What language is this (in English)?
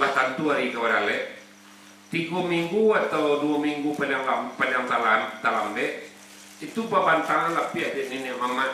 Minangkabau